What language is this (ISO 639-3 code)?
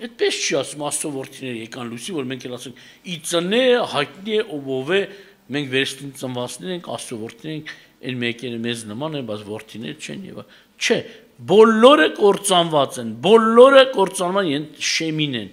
hye